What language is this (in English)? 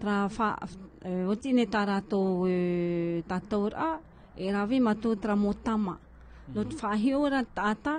Tahitian